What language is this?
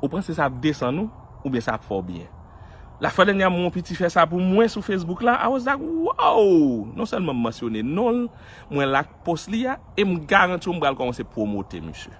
Haitian Creole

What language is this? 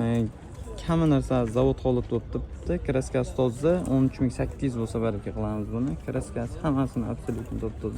Uzbek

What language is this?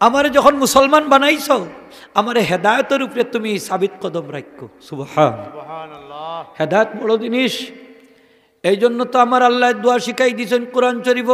Sylheti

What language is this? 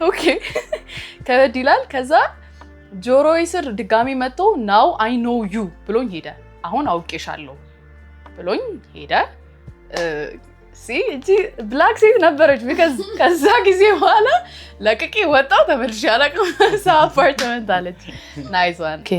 Amharic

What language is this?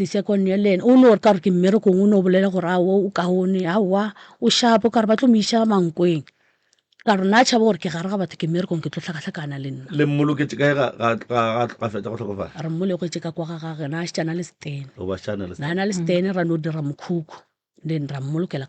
Northern Sotho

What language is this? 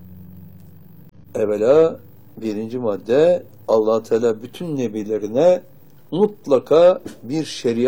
Turkish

